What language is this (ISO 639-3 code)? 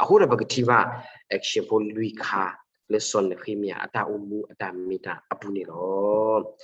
ksw